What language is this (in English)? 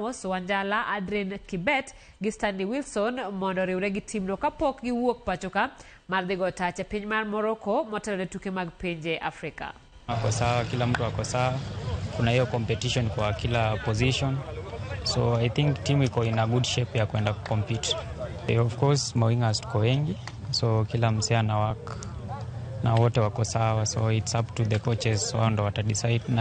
Luo (Kenya and Tanzania)